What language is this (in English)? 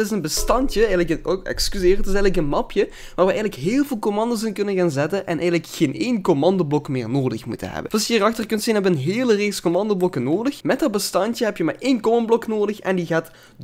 Dutch